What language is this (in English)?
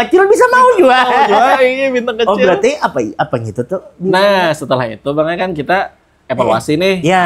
Banjar